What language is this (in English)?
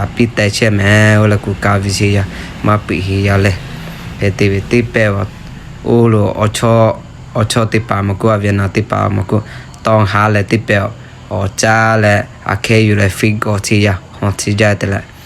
Lahu